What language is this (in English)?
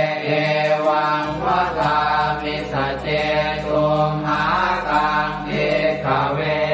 Pali